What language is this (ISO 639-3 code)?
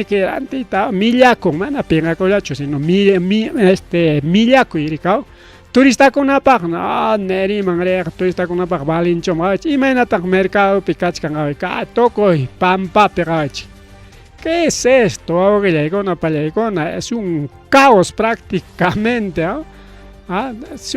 quy